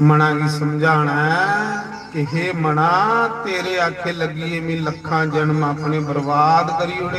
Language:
Dogri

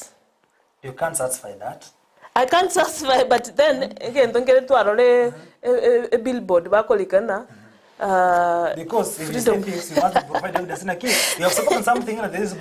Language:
Gusii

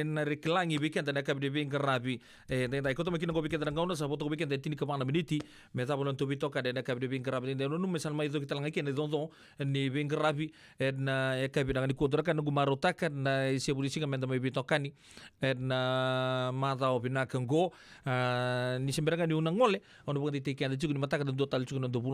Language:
Fijian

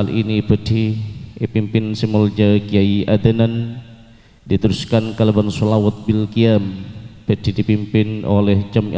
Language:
Madurese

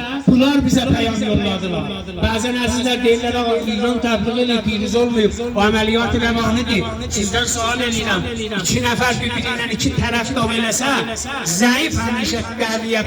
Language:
South Azerbaijani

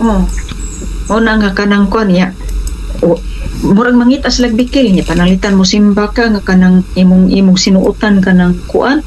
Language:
Cebuano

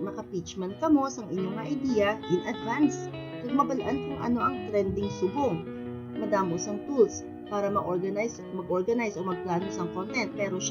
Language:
Hiligaynon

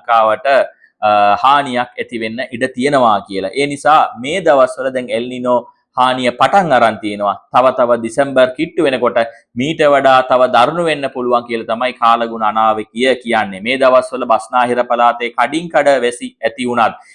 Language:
Sinhala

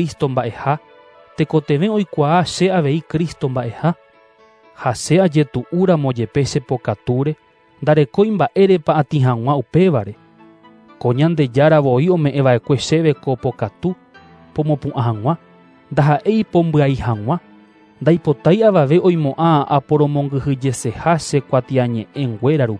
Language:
Guarani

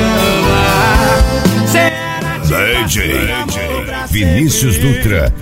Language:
Portuguese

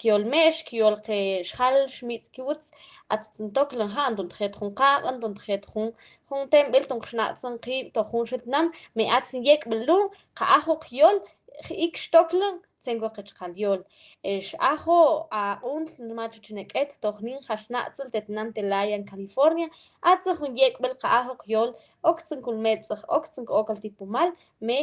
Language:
Mam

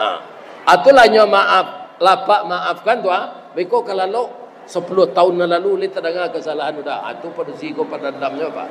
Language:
Minangkabau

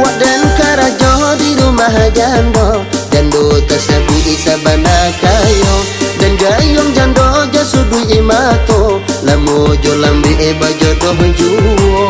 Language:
Minangkabau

